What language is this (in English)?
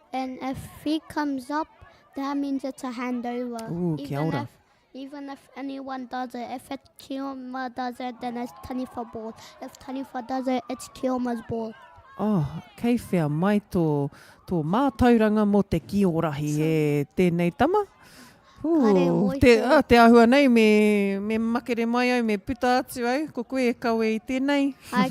Māori